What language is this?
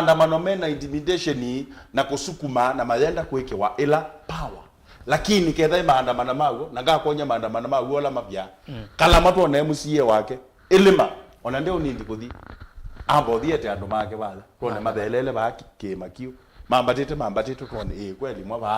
Kamba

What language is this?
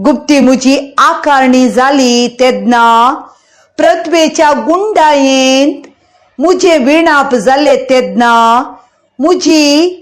Konkani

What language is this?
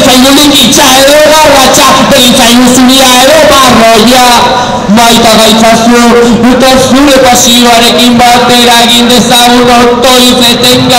Basque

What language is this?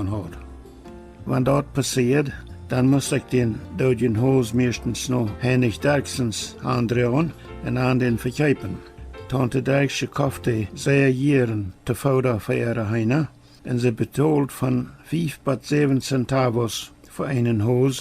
Plautdietsch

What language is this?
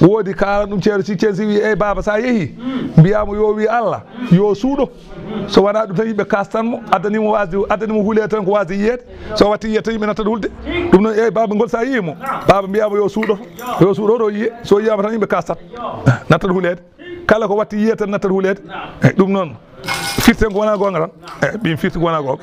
Fula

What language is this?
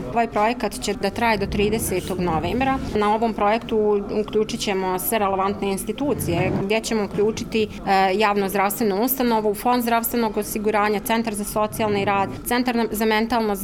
Croatian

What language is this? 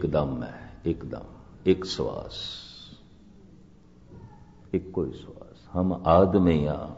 Punjabi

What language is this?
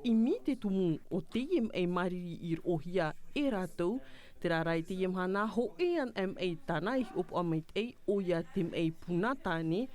Tahitian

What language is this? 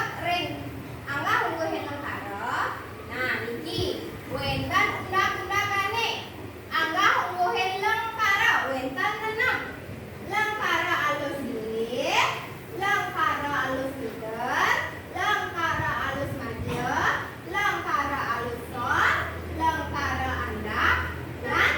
Balinese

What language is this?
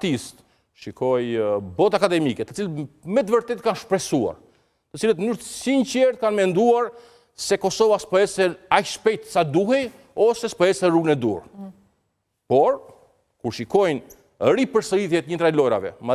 Albanian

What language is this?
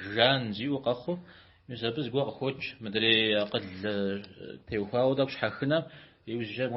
Kabardian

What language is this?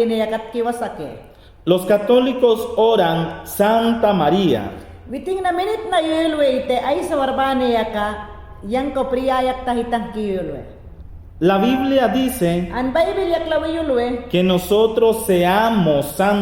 Mayangna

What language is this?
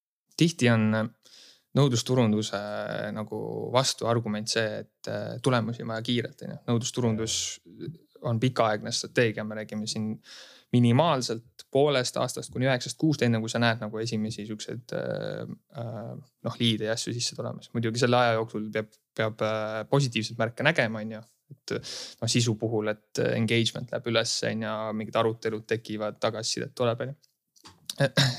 Estonian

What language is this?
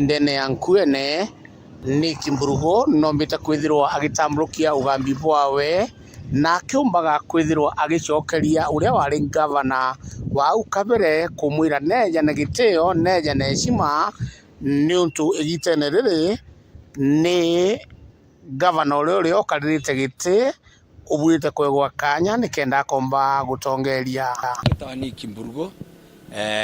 Meru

